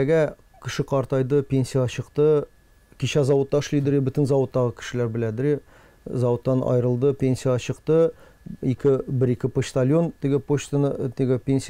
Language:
Tatar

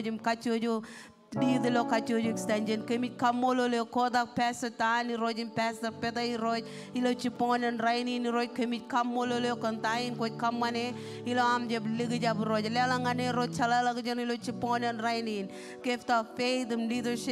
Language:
Marshallese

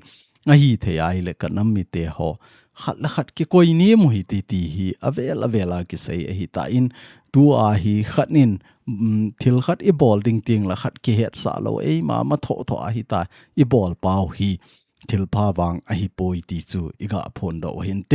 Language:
Thado Chin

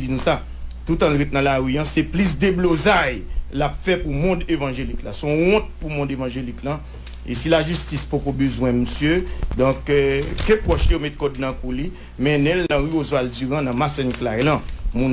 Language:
Haitian Creole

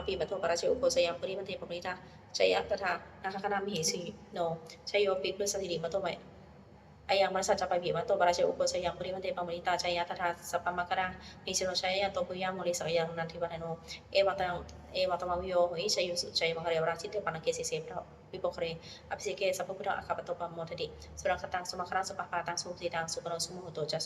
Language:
Pali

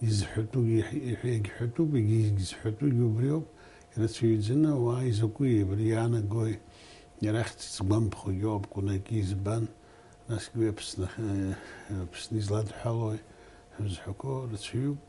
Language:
Abkhazian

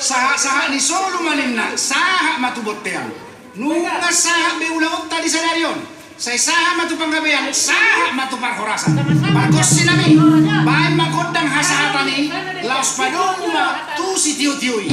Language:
Batak Toba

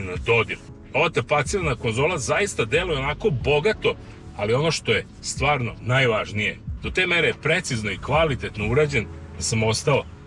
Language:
Serbian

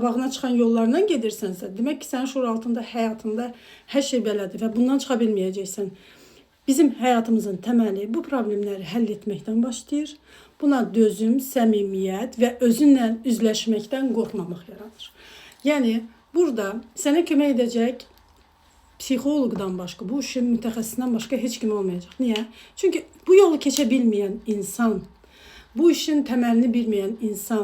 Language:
Azerbaijani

